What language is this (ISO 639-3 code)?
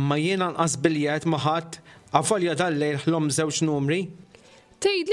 mlt